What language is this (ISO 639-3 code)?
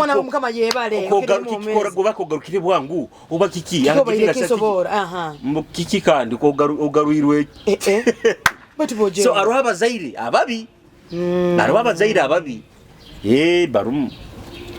nyo